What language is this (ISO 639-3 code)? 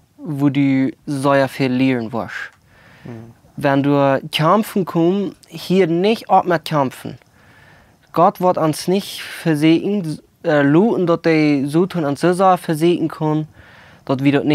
pdt